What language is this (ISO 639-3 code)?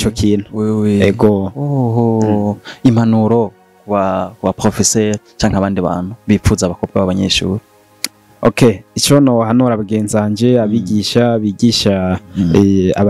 run